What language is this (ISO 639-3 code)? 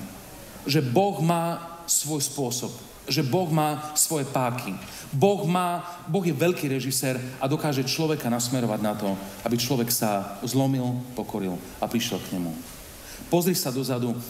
slk